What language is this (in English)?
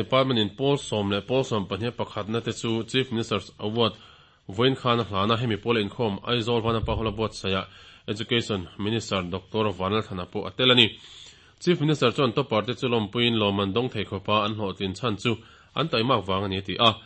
Mizo